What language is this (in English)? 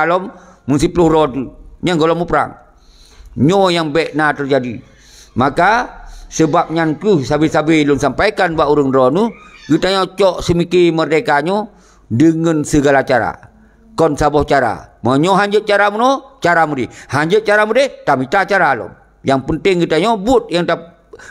Achinese